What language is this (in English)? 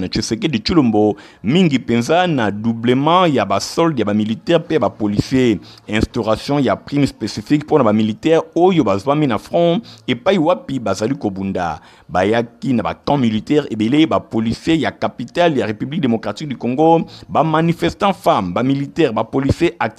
Lingala